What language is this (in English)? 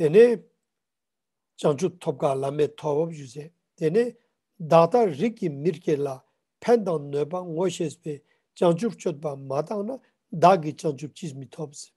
Ladakhi